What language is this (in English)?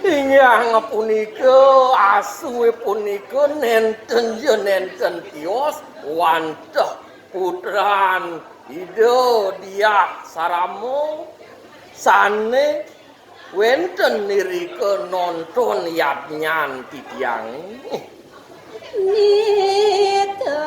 Balinese